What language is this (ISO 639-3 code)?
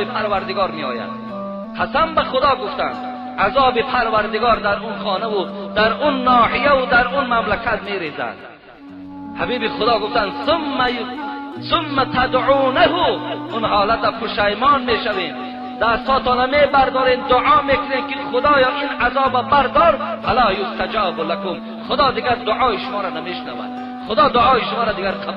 tgk